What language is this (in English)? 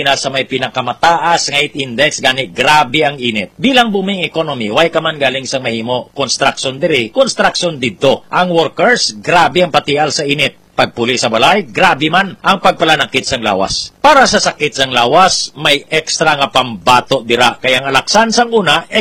Hiligaynon